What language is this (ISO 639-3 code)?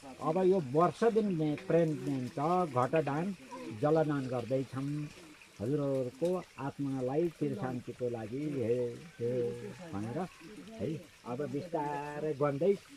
nep